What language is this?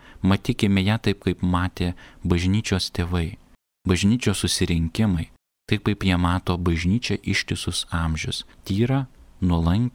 Lithuanian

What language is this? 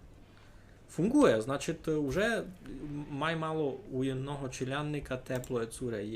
Rusyn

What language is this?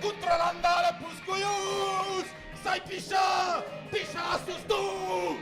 Occitan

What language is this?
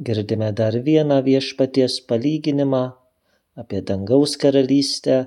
Lithuanian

